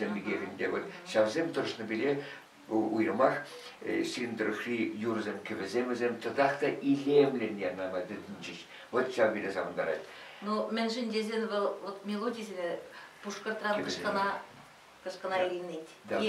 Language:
Chuvash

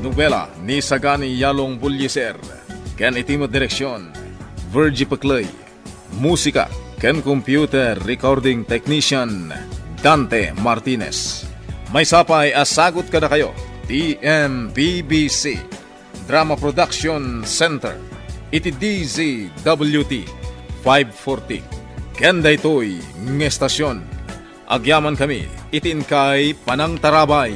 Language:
Iloko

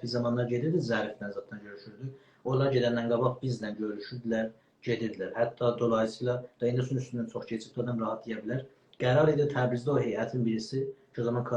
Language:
South Azerbaijani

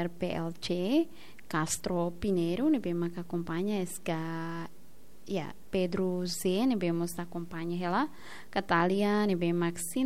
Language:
Tetum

